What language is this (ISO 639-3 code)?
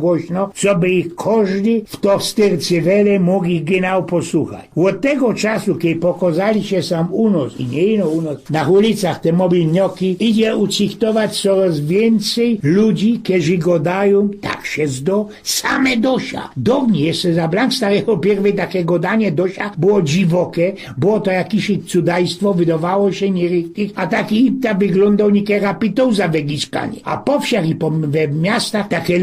szl